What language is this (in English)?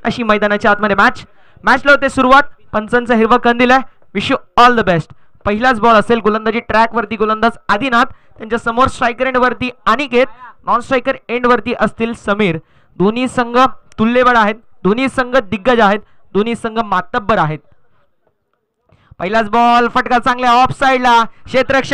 Marathi